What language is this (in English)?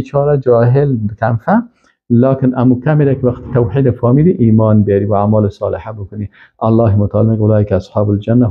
Persian